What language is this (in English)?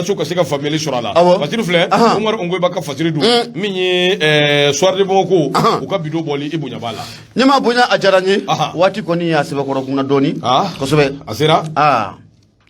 Bambara